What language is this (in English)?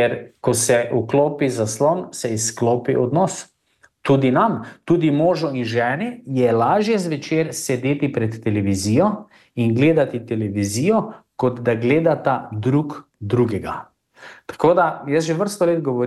Slovenian